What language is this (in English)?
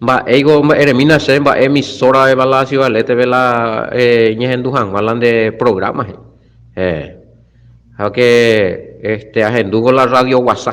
Guarani